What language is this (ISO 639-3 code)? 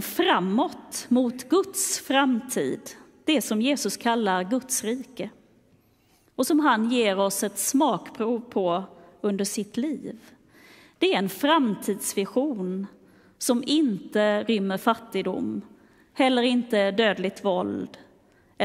swe